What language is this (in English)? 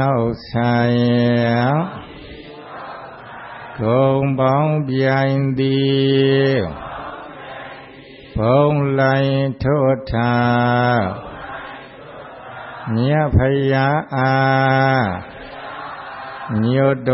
Burmese